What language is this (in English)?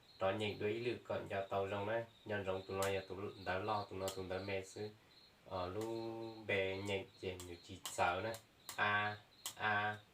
Hmong